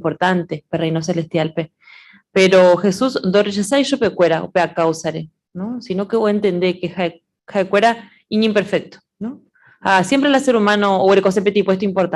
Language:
Guarani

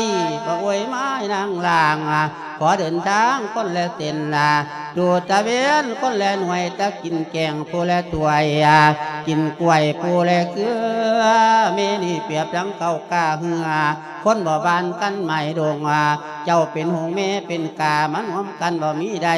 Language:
Lao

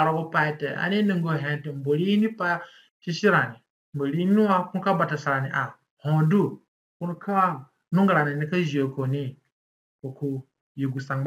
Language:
Zande (individual language)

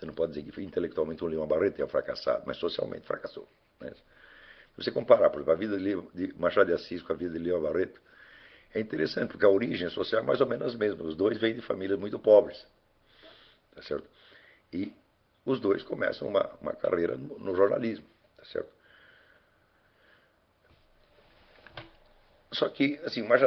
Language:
Portuguese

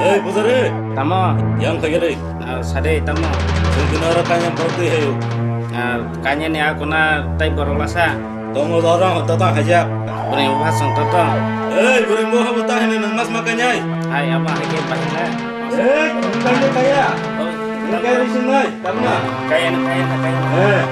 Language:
Kok Borok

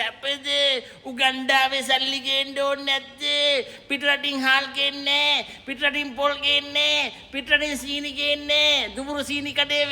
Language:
Sinhala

